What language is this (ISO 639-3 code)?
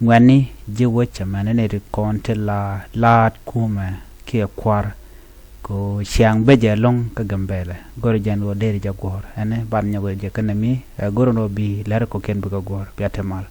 nus